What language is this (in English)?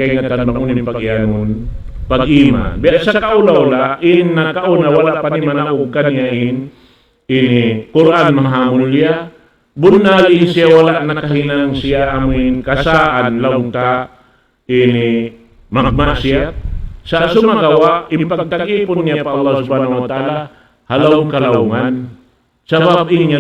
Tausug